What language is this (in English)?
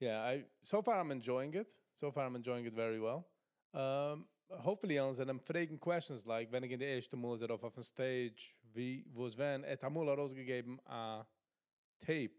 Yiddish